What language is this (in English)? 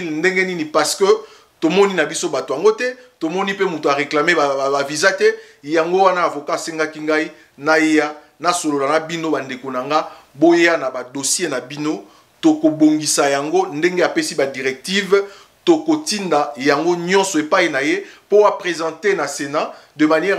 Lingala